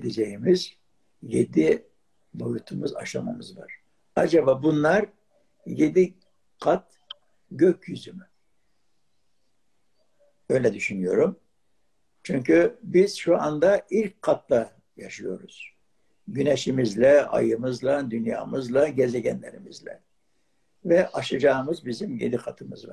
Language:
Turkish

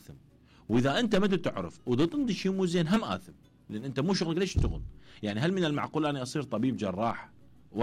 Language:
Mesopotamian Arabic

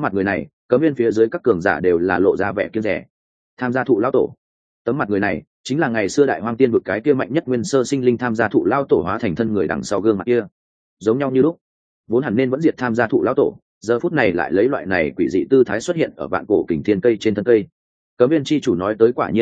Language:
Vietnamese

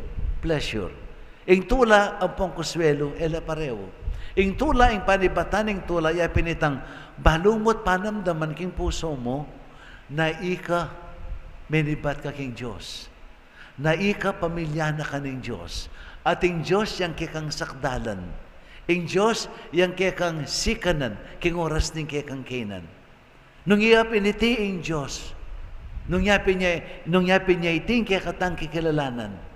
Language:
Pampanga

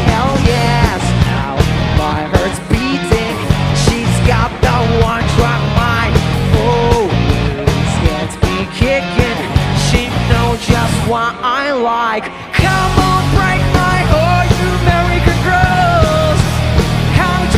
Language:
English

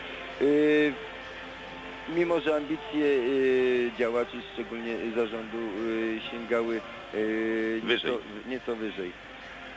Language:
Polish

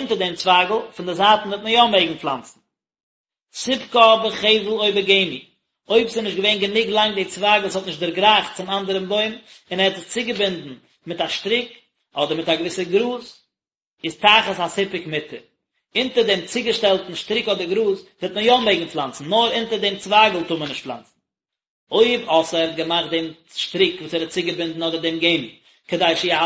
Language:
Yiddish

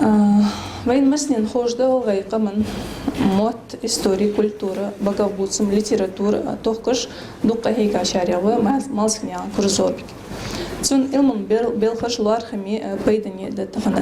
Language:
Ingush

